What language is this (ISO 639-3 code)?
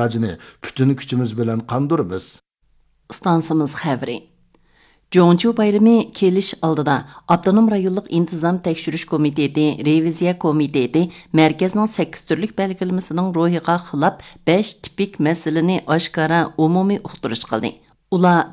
uig